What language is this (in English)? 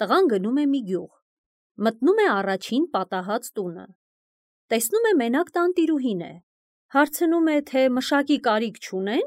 Armenian